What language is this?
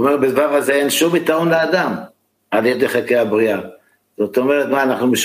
Hebrew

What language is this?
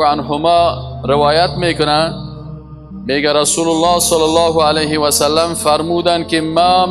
Persian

